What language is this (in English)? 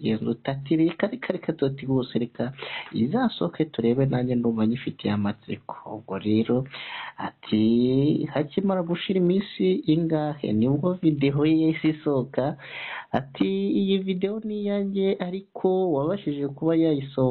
Kinyarwanda